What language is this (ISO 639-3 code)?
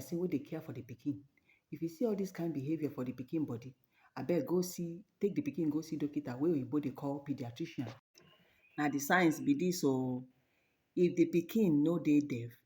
pcm